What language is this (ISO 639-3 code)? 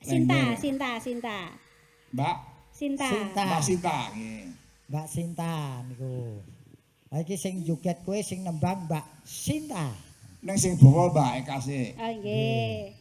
jav